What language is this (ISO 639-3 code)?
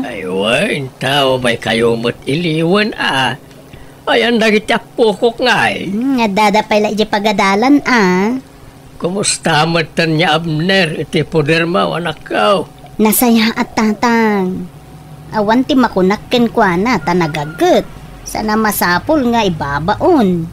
ilo